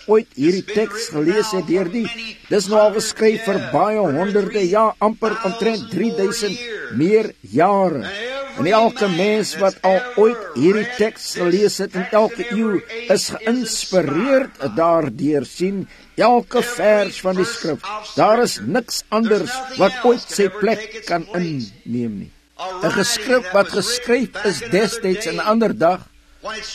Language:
Afrikaans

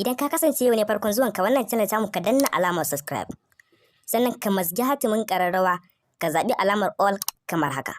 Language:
Hausa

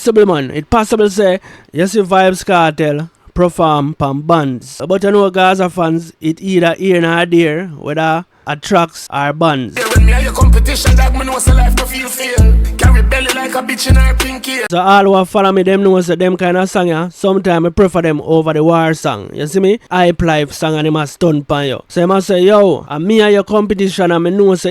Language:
Jamaican Creole English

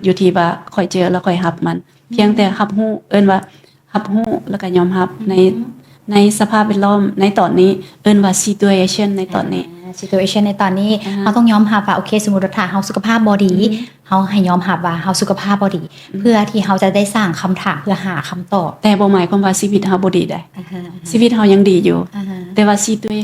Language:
Lao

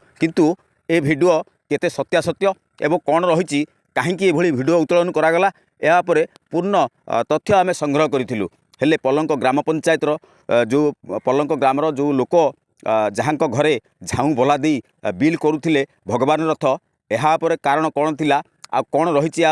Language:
Odia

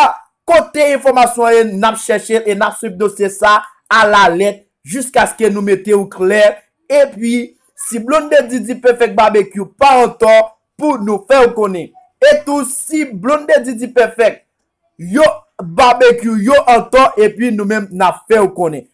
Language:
Haitian Creole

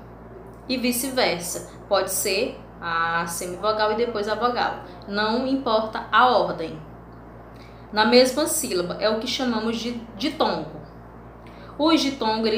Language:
Portuguese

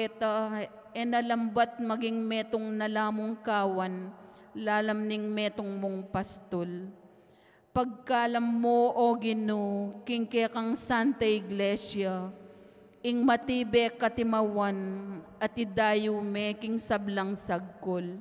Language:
Pampanga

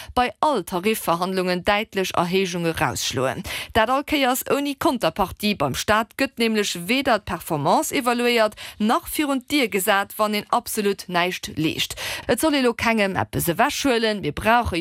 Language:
Luxembourgish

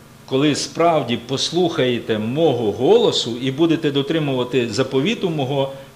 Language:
Ukrainian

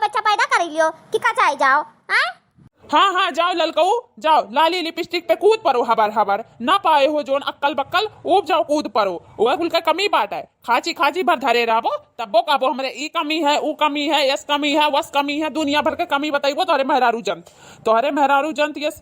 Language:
Awadhi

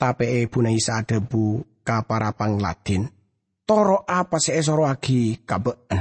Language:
Madurese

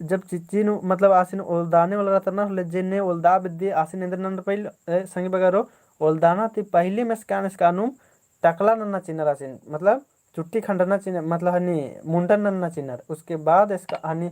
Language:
Kurukh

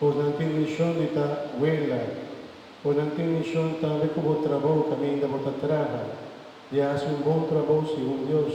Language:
Papiamento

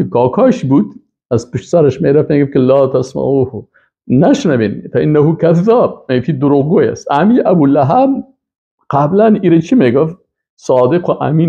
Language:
Persian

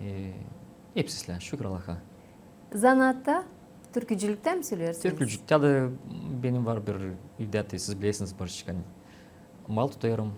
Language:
Gagauz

